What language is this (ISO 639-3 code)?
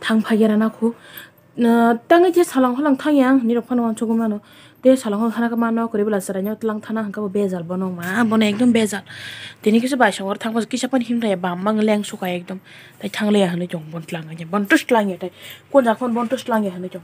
trp